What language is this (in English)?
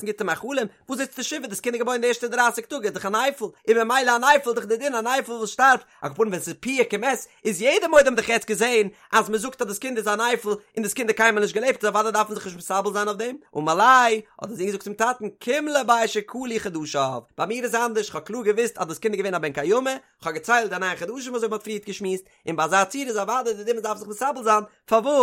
Yiddish